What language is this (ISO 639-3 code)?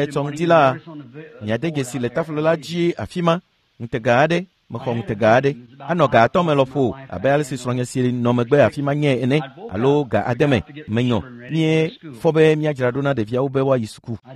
ewe